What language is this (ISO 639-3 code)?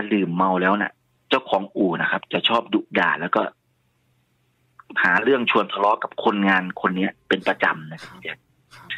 tha